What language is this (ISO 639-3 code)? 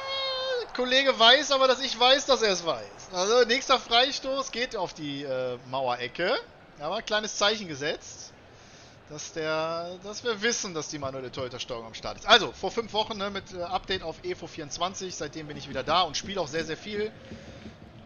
deu